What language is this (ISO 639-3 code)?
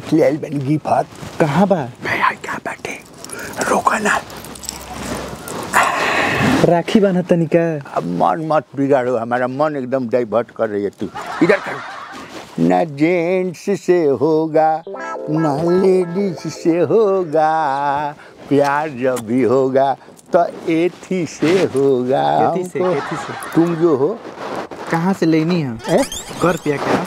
bho